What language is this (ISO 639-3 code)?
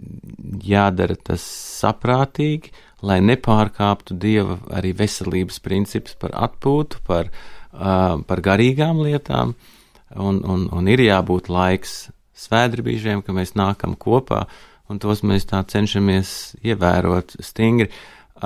lav